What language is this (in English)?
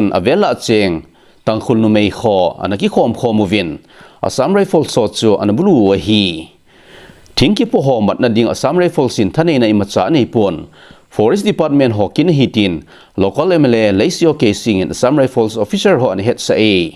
Thado Chin